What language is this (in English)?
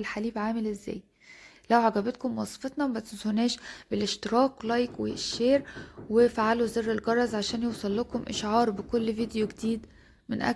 Egyptian Arabic